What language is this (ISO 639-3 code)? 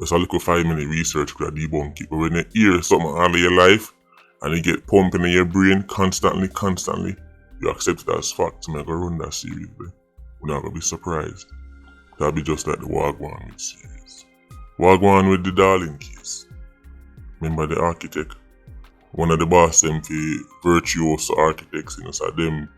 jam